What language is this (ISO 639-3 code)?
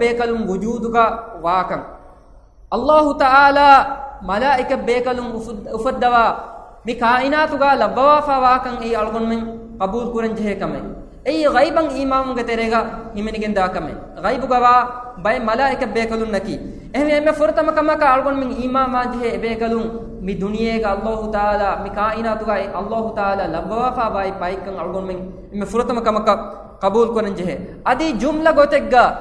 div